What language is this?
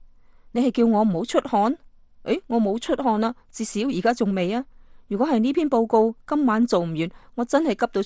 Cantonese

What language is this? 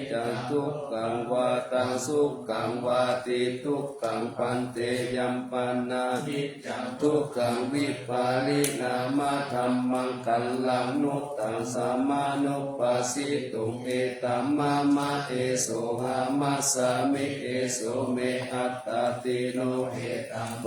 Pali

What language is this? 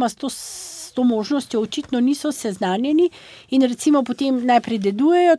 Slovenian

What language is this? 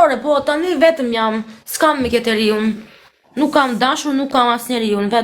Albanian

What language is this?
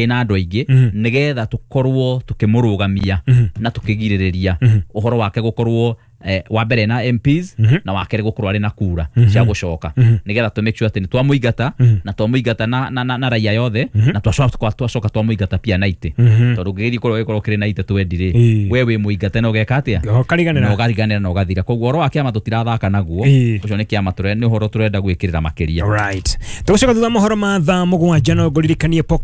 Kikuyu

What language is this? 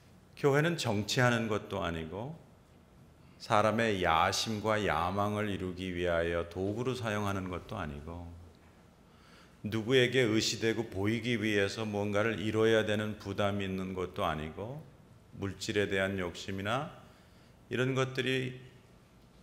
Korean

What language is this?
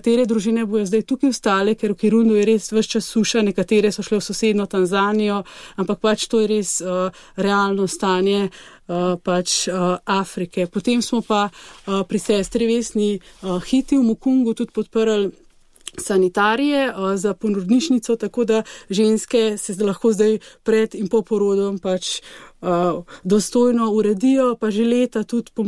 Slovenian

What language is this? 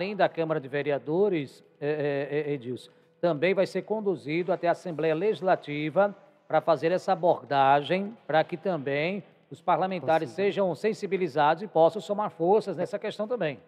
Portuguese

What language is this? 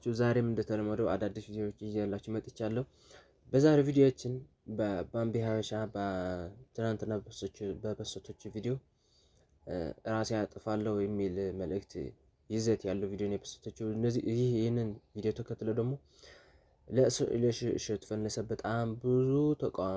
Amharic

